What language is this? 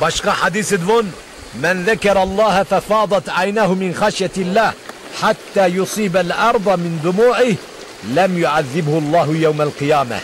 Zaza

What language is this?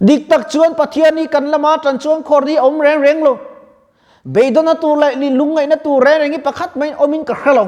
Mizo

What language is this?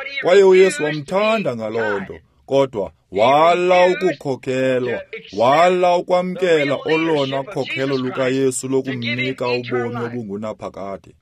Xhosa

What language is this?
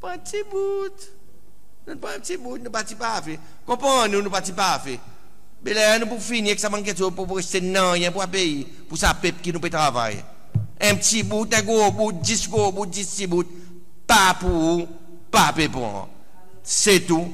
Seselwa Creole French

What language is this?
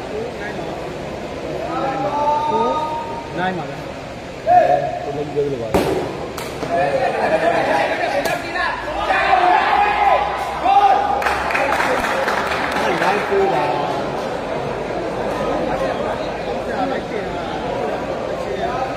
Burmese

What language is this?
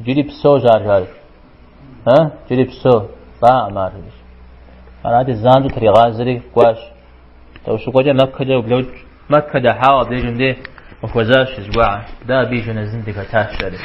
Kabardian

